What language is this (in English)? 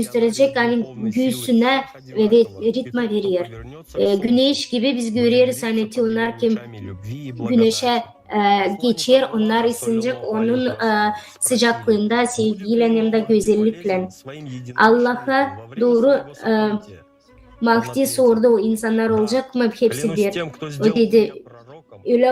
Gagauz